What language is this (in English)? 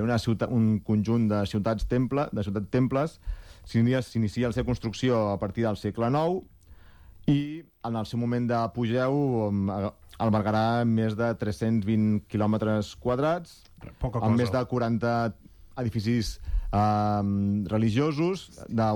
Catalan